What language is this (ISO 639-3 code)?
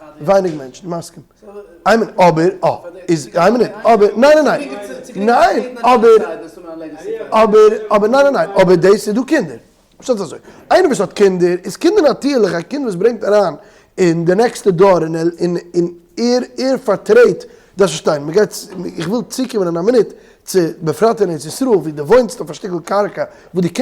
yid